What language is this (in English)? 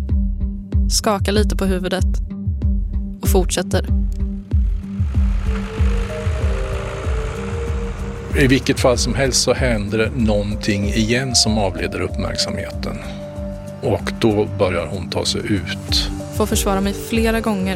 Swedish